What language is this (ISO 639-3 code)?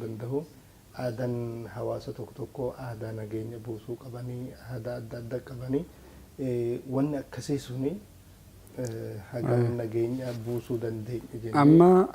orm